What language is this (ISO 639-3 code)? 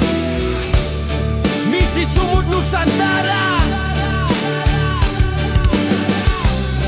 ind